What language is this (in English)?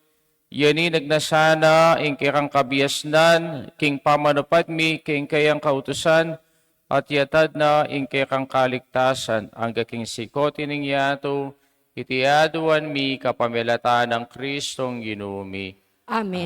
Pampanga